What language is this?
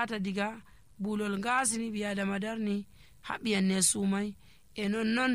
Nigerian Fulfulde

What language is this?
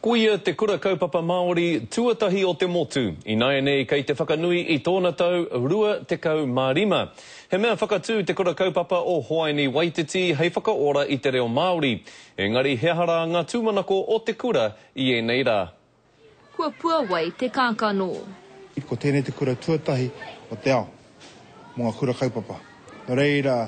Māori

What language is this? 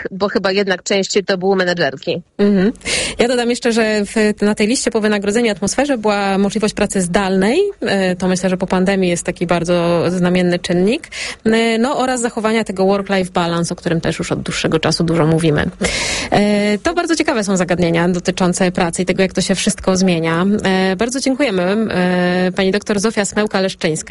Polish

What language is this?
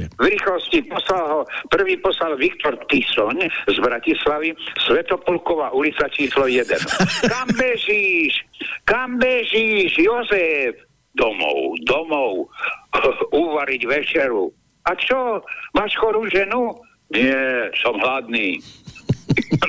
Slovak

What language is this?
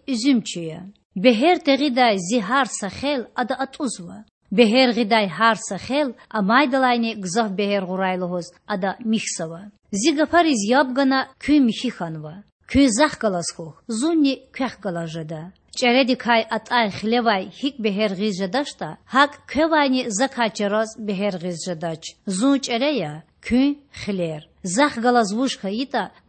Lezghian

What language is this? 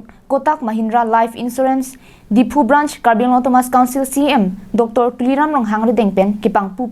Karbi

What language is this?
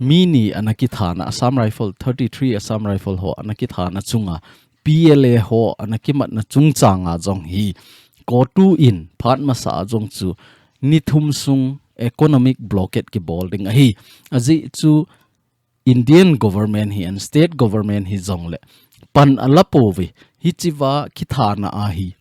Thado Chin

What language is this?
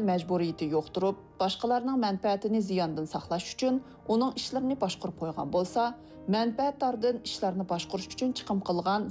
Uyghur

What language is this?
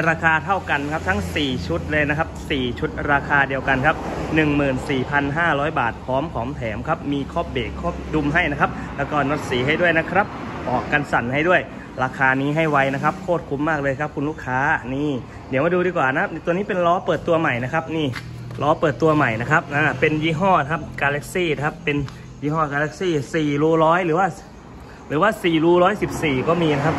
Thai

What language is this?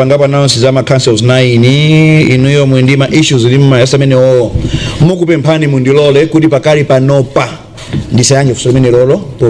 Nyanja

